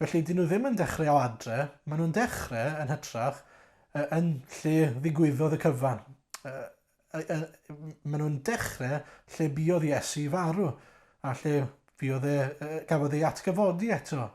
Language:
Welsh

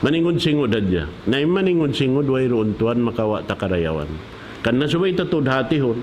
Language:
Tausug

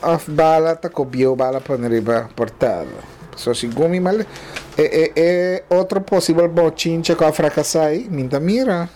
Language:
Papiamento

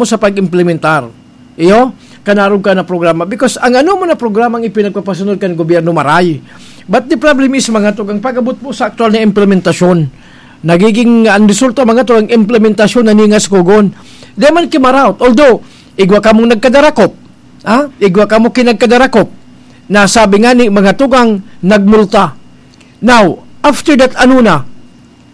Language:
Bikol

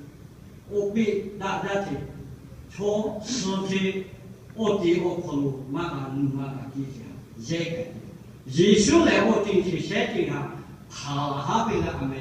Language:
Lahu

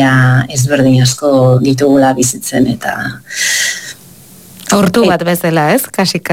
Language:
Basque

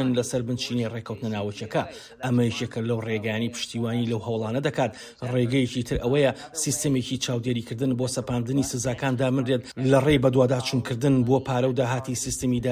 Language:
Central Kurdish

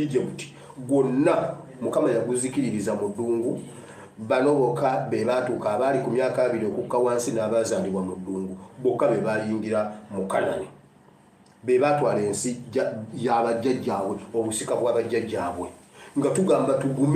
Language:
Ganda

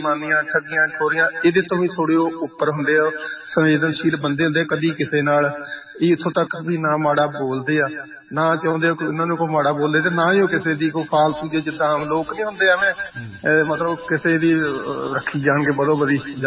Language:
Punjabi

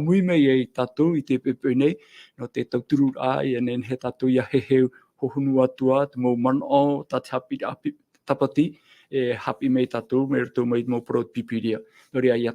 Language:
Tahitian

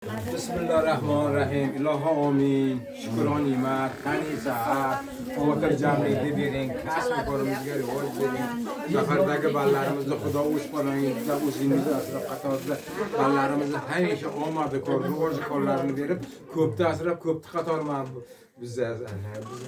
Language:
Uzbek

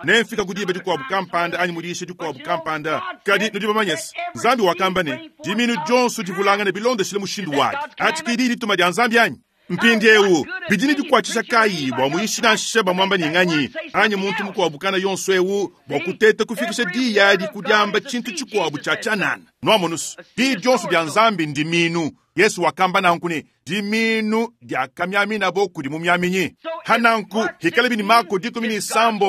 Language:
Luba-Lulua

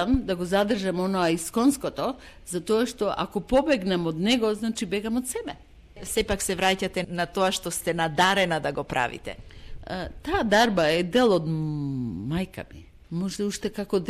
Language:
Macedonian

